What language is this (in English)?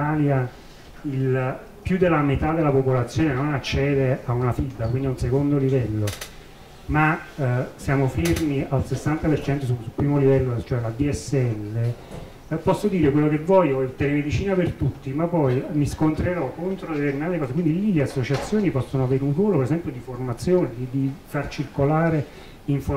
Italian